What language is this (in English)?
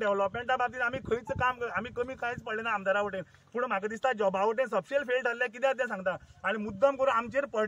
Konkani